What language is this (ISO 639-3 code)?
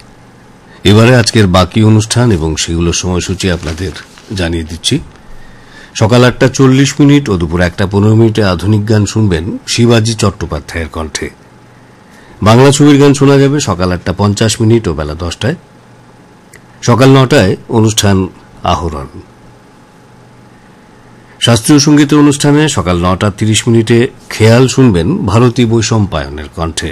ben